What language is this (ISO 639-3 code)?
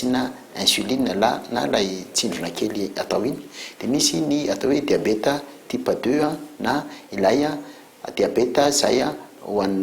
mlg